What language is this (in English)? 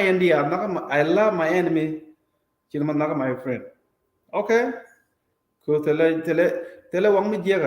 Nuer